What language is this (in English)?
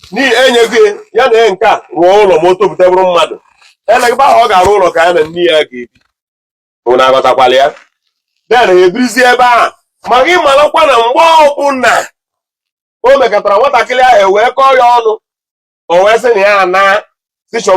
Igbo